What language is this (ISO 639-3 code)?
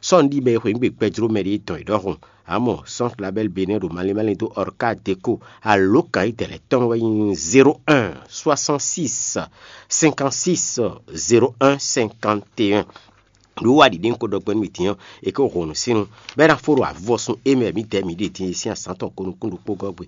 fon